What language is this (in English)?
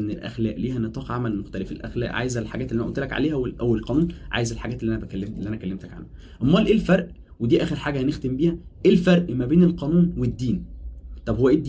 Egyptian Arabic